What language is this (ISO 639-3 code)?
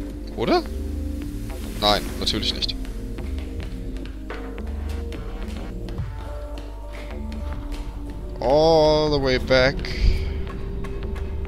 deu